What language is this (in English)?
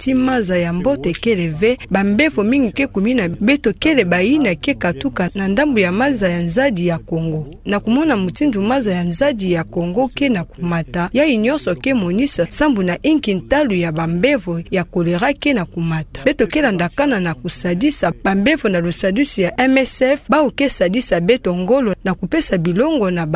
Kituba (Democratic Republic of Congo)